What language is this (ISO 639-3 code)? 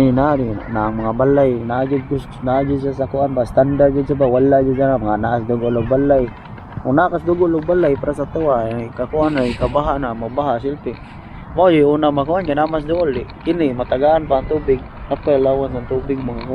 ceb